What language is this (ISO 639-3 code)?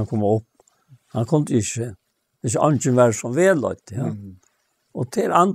fao